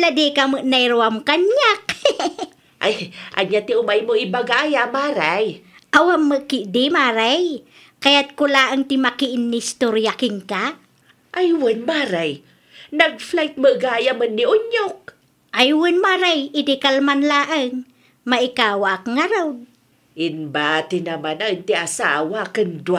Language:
Iloko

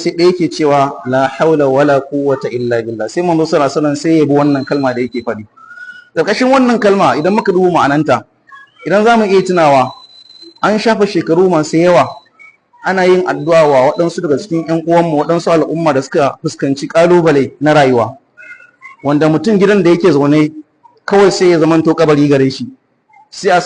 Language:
Hausa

